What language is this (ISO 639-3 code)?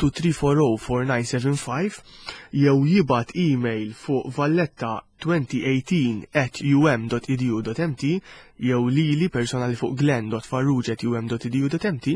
mlt